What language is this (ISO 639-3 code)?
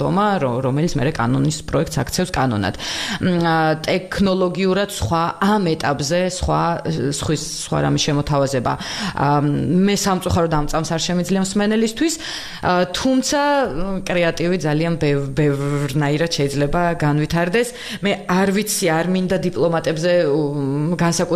kat